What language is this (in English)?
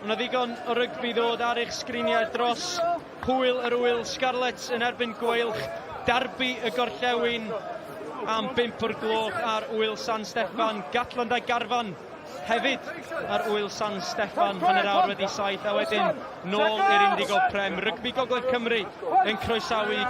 Welsh